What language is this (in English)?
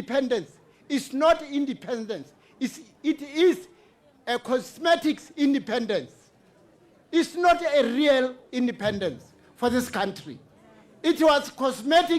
Tswana